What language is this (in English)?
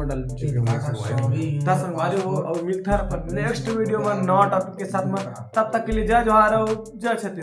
Chhattisgarhi